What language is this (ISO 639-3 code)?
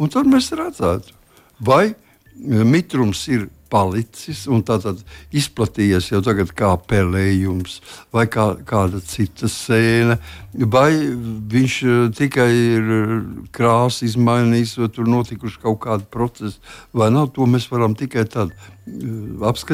lav